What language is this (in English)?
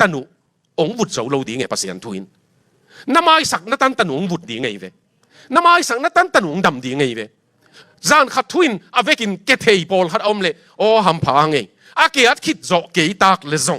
Tedim Chin